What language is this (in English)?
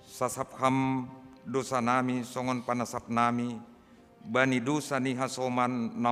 Batak Simalungun